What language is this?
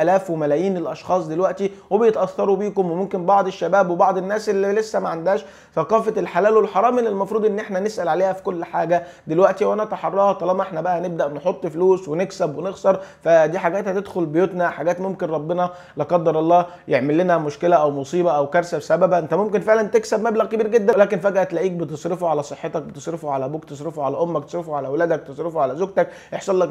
Egyptian Arabic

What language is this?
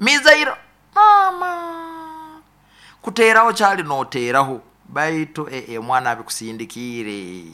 Nyoro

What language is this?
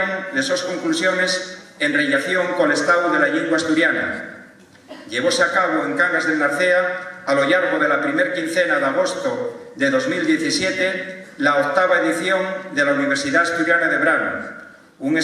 Asturian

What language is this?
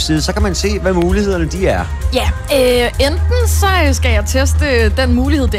Danish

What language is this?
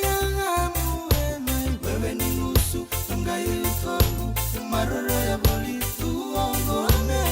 Fijian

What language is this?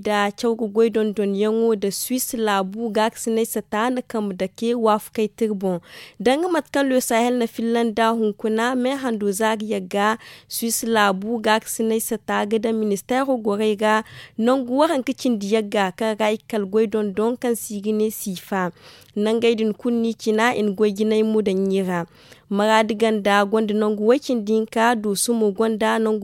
Zarma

